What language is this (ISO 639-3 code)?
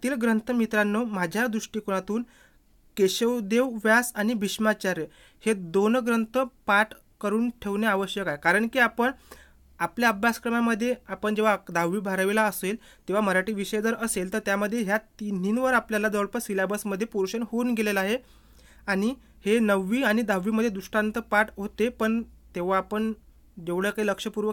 mar